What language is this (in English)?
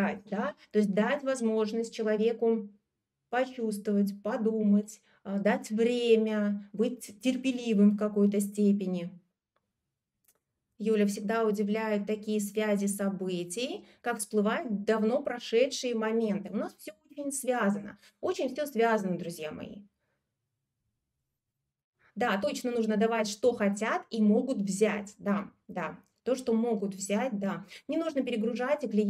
Russian